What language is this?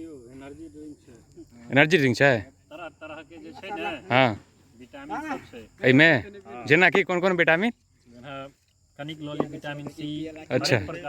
Maithili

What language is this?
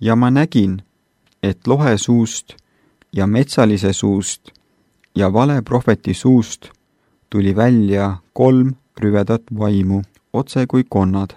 Estonian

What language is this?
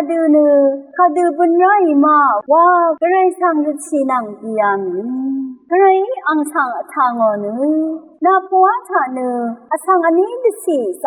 Rawang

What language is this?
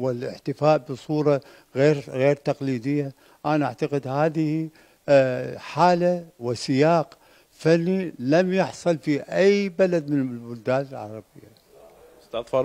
Mesopotamian Arabic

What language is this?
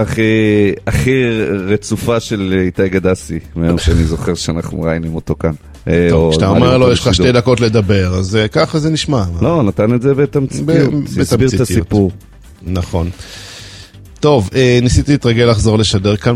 Hebrew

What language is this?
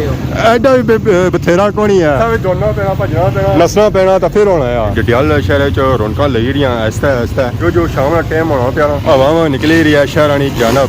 Pahari-Potwari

